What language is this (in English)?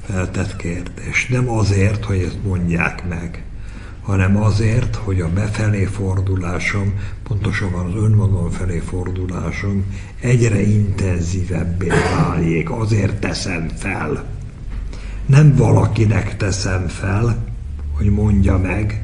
Hungarian